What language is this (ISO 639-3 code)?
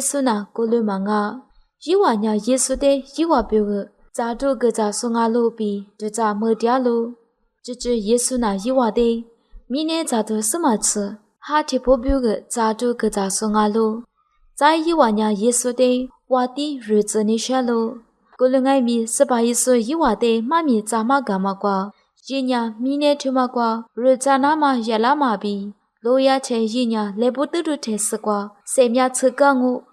lis